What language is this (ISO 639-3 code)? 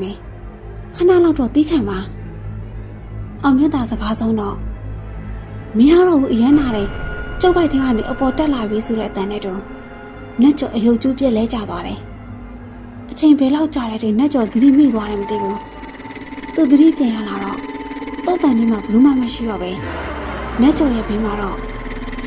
mya